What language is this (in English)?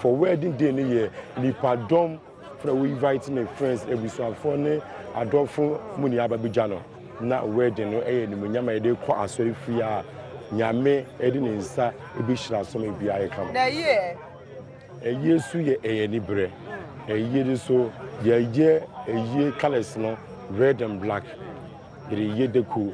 Akan